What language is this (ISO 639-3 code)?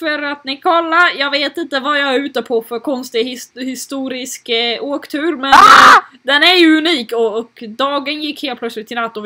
swe